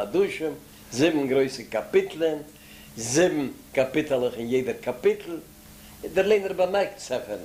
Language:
Yiddish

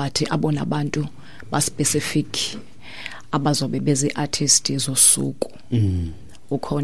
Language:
Xhosa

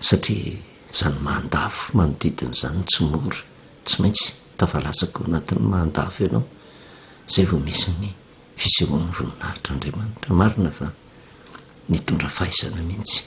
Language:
Malagasy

